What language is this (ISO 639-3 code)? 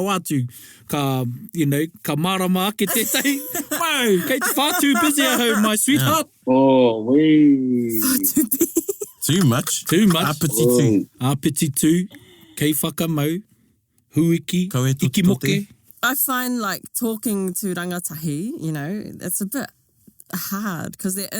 mri